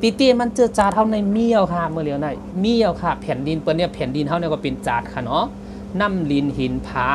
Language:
Shan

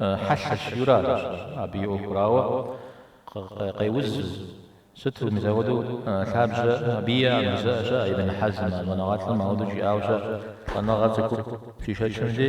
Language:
Kabardian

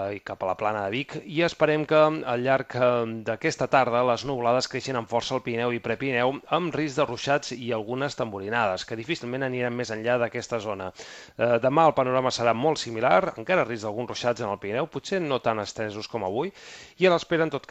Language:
Catalan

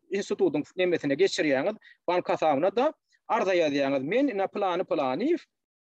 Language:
Turkmen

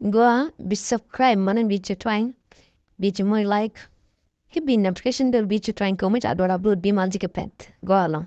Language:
Nuer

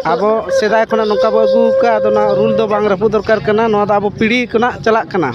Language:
Santali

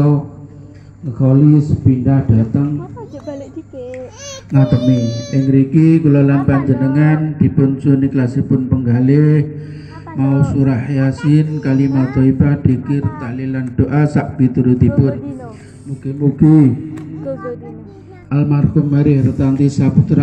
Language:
Javanese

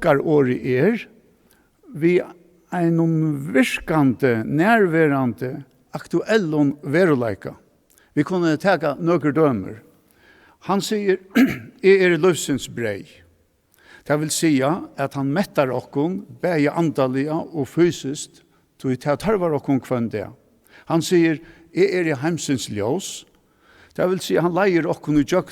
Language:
Faroese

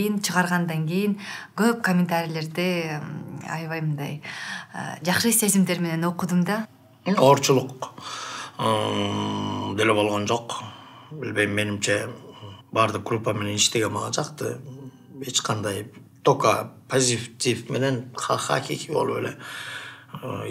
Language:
Kyrgyz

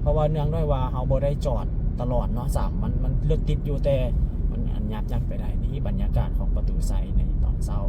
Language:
Lao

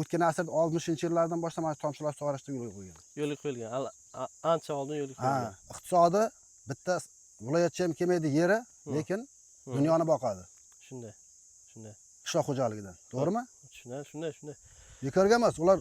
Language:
Uzbek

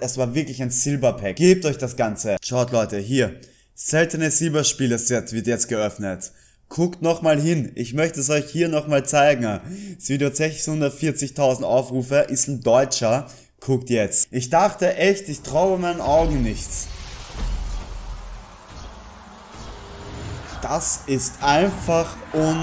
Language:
German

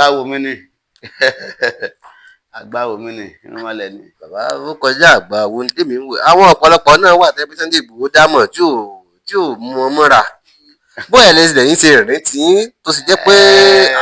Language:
Yoruba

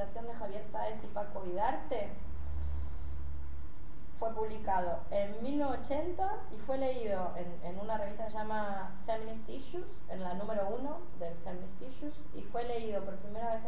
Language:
Spanish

